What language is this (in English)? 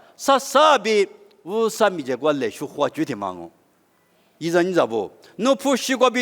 Lisu